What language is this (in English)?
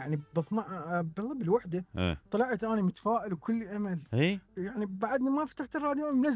Mesopotamian Arabic